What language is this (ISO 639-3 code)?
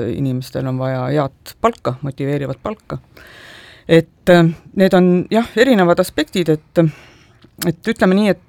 est